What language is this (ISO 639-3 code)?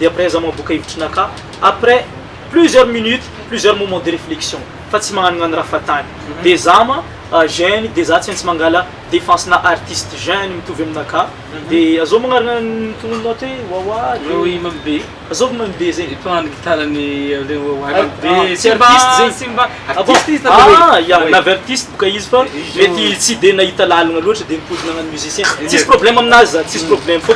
mlg